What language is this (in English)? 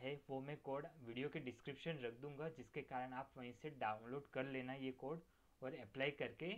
Hindi